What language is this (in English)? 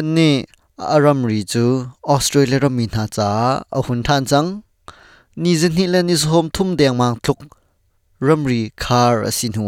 Hakha Chin